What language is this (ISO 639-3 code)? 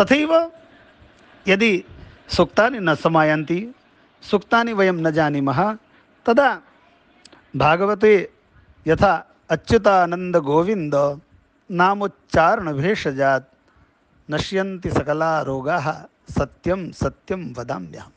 san